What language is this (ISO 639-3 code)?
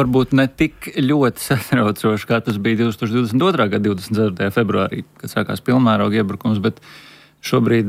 lav